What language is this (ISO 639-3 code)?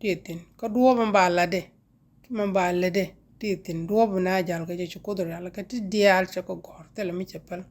nus